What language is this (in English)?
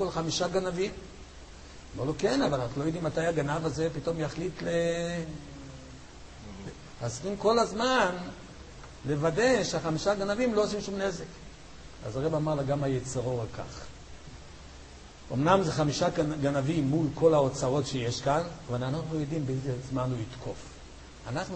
Hebrew